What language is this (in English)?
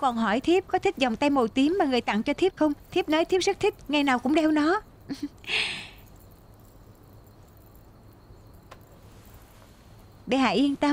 Vietnamese